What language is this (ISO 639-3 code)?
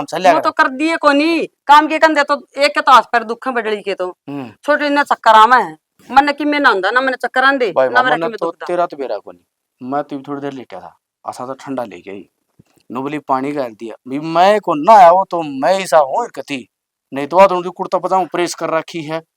bgc